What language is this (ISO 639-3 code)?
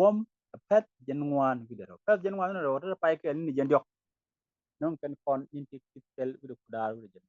nus